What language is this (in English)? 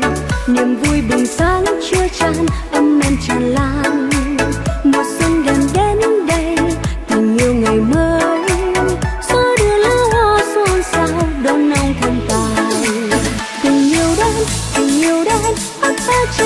Vietnamese